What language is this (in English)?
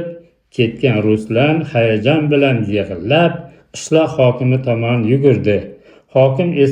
Uzbek